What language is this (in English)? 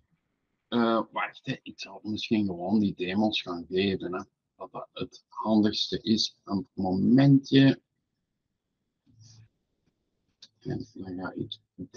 Dutch